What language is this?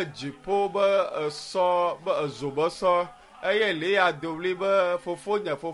Ewe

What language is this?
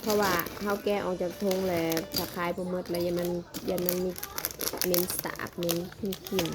Northeastern Thai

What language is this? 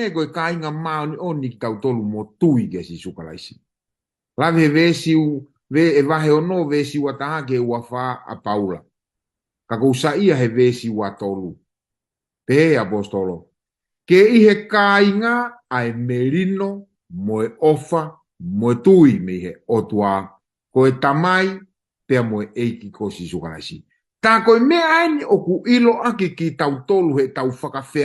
Tongan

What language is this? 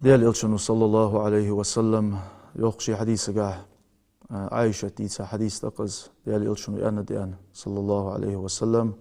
Ingush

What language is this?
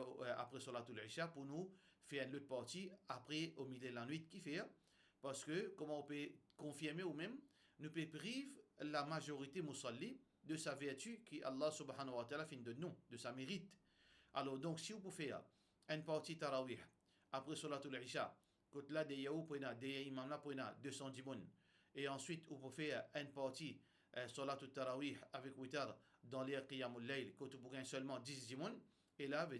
Morisyen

